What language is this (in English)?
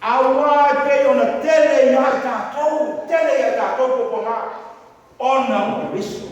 Samoan